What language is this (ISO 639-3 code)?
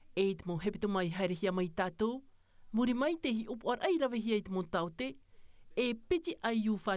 tah